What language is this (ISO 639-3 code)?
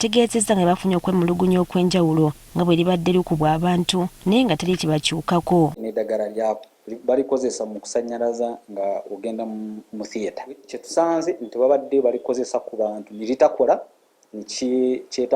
lug